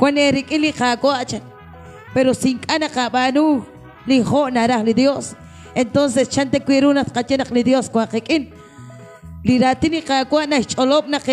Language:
Kekchí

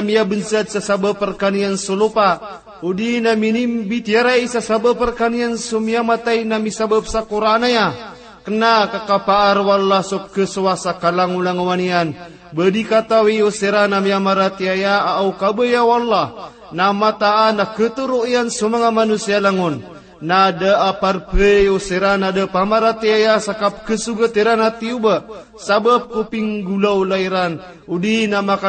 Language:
Maranao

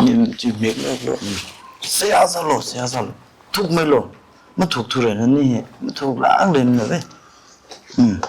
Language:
Tangkhul Naga (India)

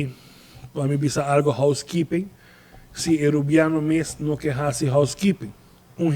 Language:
Papiamento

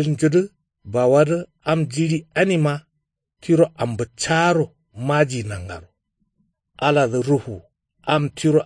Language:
Kanuri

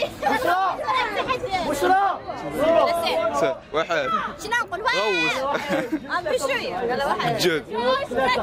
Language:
Moroccan Arabic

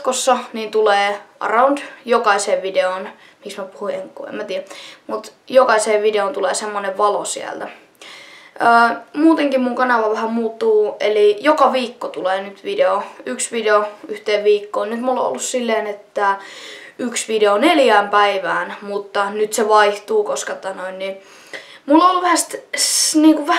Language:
Finnish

